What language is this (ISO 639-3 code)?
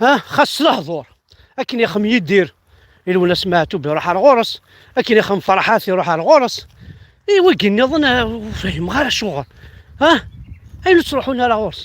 kab